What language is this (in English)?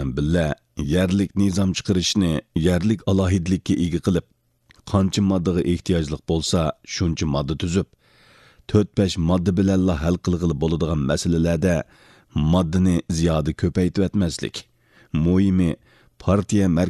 Uyghur